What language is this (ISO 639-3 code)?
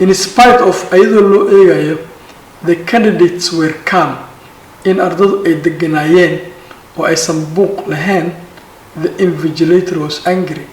som